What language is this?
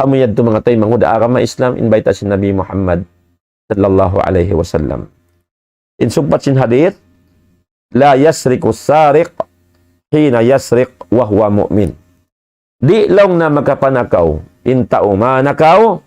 Tausug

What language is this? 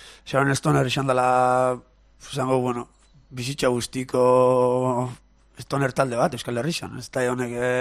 Basque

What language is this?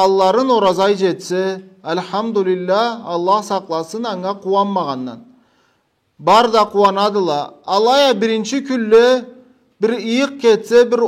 Karachay-Balkar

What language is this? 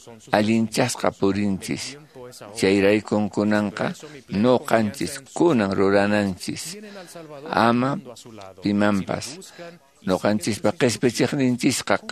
Quechua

